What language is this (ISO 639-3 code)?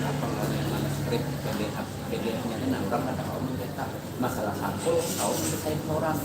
bjn